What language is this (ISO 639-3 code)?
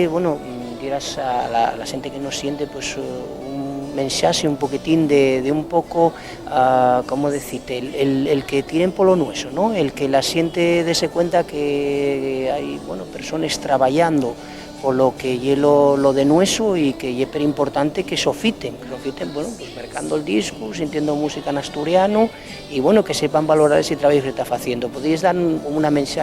ast